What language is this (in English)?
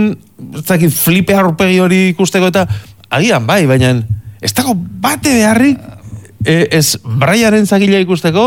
Basque